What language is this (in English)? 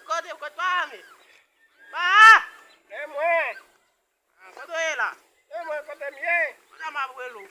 Haitian Creole